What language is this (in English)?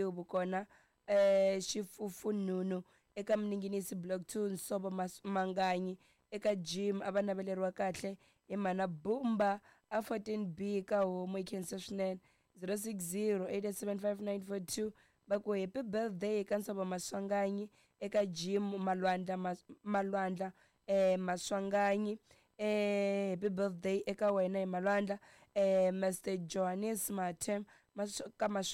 Tsonga